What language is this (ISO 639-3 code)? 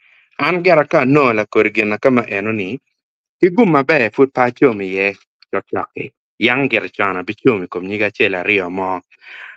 ach